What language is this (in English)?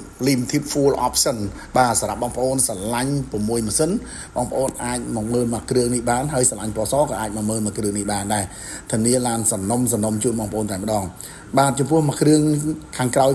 Khmer